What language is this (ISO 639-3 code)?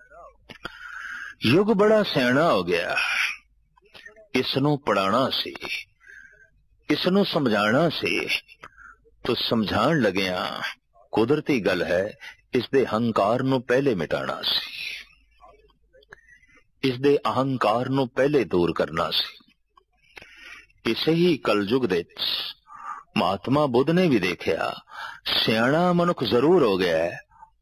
pan